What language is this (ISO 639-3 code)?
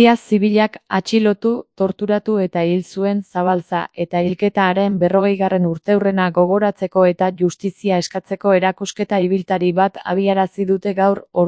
eus